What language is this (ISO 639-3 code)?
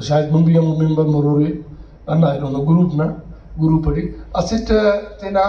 brh